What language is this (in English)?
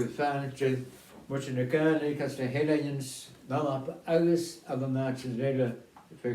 Scottish Gaelic